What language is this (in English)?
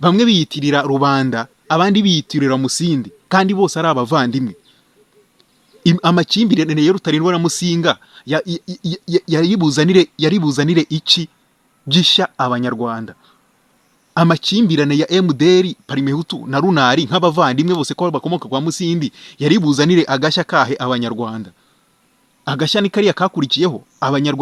Kinyarwanda